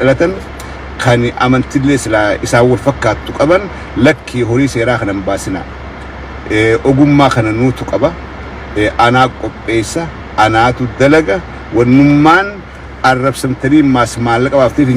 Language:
Oromo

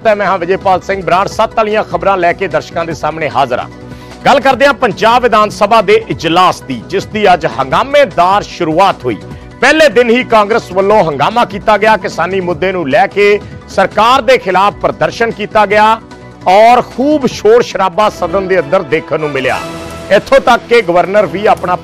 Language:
Punjabi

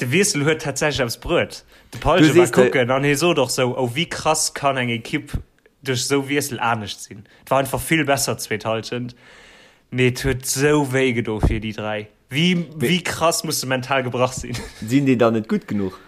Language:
Luxembourgish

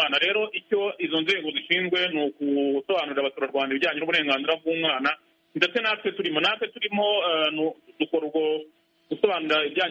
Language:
Kinyarwanda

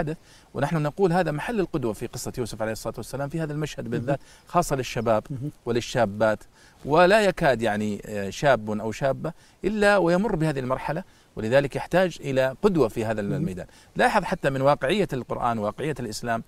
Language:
Arabic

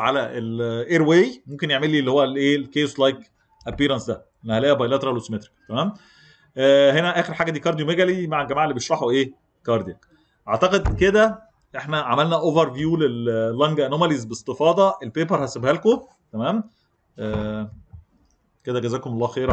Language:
Egyptian Arabic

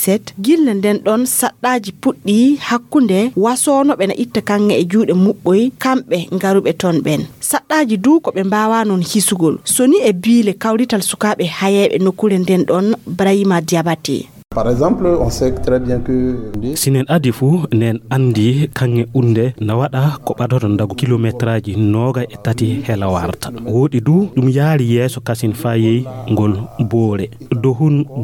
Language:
Fula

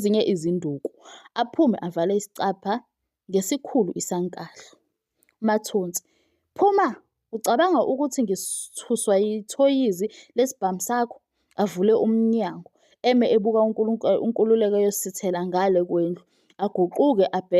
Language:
Zulu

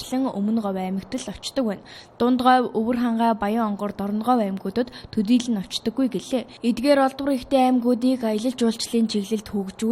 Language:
Mongolian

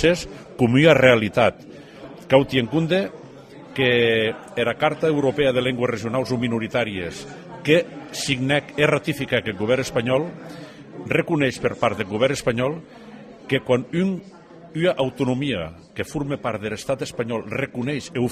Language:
Occitan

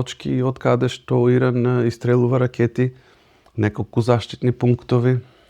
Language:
Macedonian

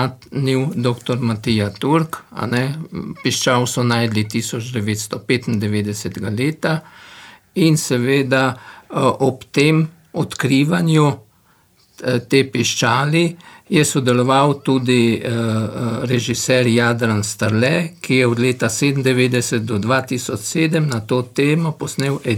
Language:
Slovenian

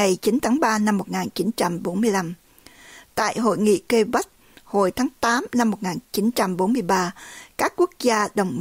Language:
Vietnamese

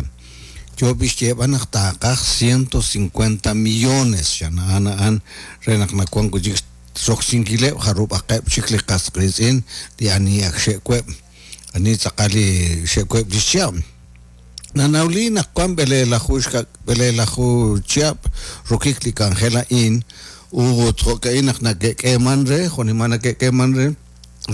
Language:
Kekchí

